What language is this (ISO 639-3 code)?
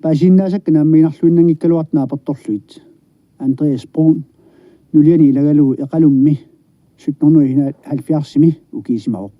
kal